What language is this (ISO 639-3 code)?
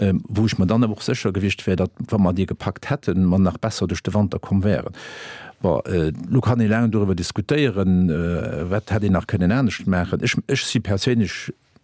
ltz